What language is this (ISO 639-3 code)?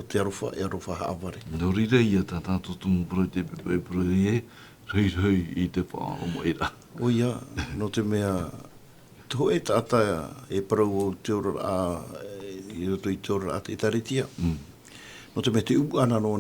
tah